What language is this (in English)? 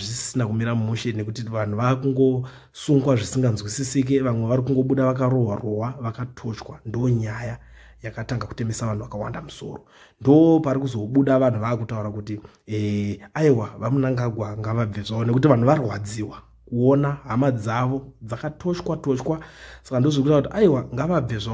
Shona